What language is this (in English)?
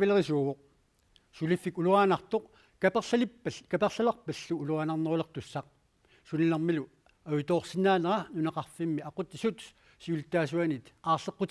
Kalaallisut